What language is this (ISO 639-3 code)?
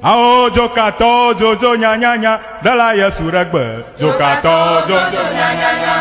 ewe